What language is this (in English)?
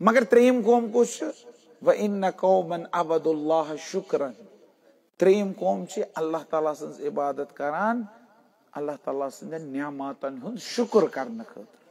Kashmiri